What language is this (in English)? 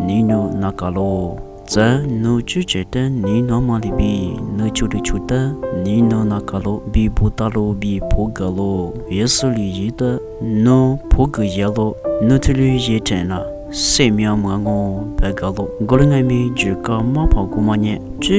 Lisu